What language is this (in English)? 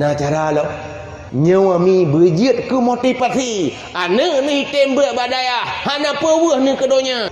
Achinese